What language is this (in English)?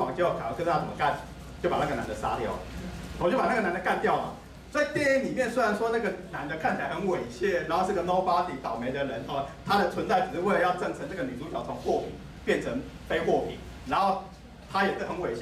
Chinese